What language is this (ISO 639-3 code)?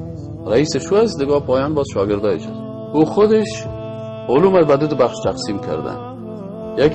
tgk